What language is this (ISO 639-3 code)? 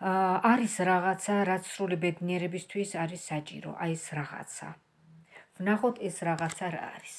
kat